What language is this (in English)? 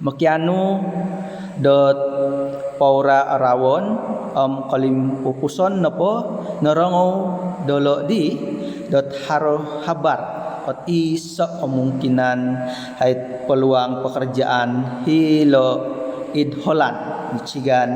Central Dusun